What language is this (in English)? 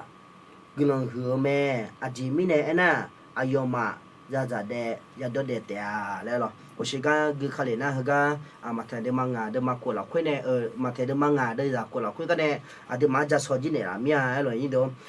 Akha